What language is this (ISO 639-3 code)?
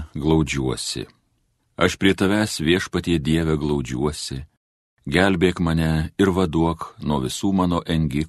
lit